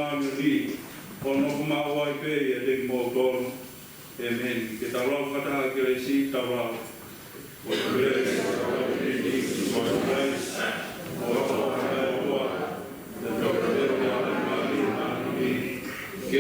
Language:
Tongan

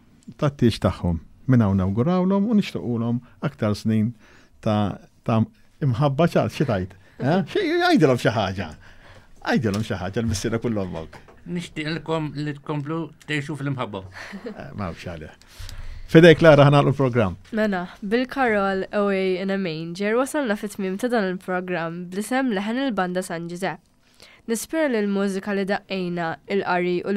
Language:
Maltese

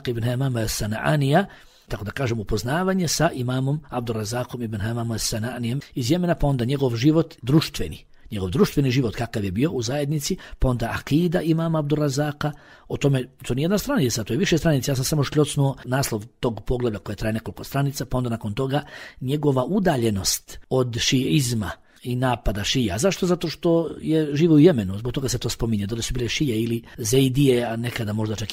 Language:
Bosnian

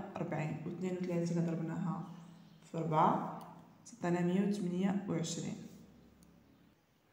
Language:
Moroccan Arabic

